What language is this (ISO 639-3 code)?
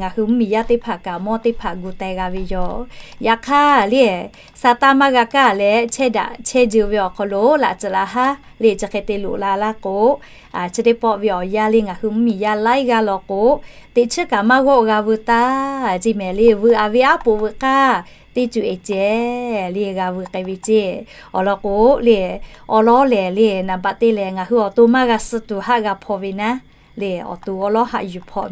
lhu